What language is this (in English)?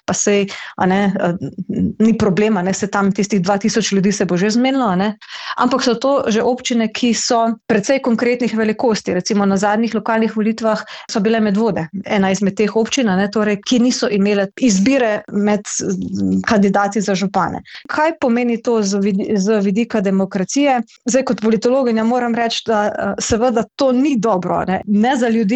Slovenian